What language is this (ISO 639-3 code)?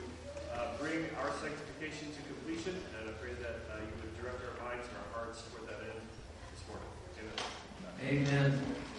eng